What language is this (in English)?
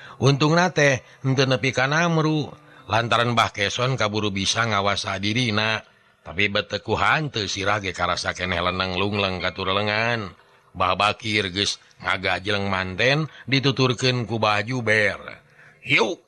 Sundanese